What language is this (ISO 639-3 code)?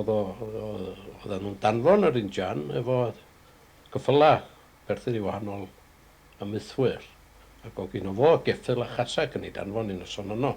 cym